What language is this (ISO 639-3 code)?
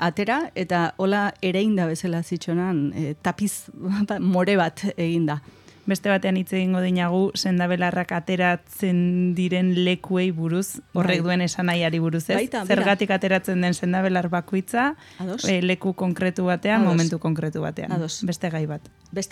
eus